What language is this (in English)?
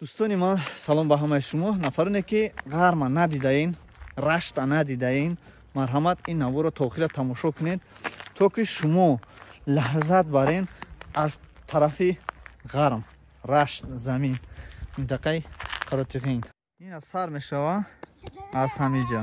Tajik